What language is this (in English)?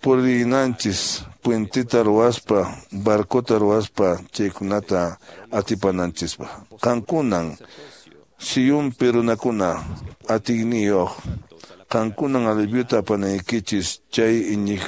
Quechua